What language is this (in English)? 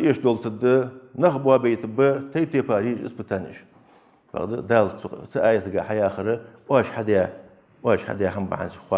Ingush